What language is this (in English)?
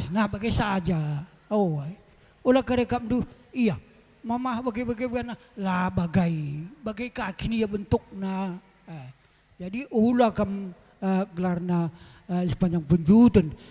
Batak Karo